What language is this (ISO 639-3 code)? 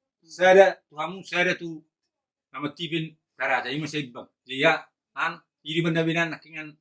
bbc